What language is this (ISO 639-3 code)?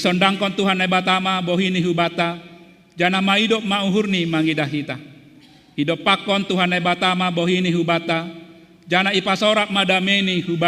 bts